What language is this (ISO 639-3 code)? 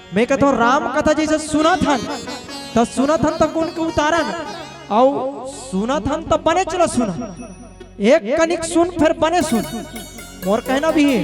hne